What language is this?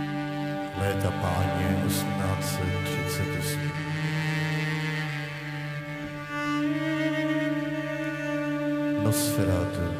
Czech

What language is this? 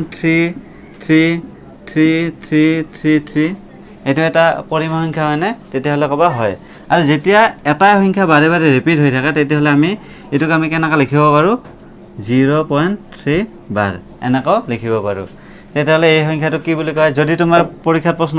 Assamese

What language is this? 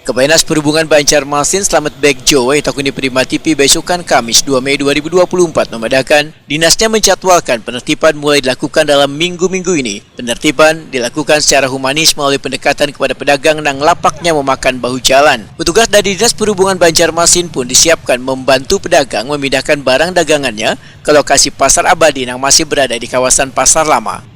Banjar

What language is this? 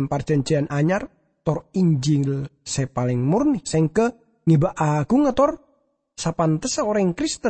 Madurese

